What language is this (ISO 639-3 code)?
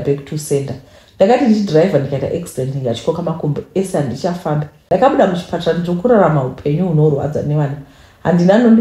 sna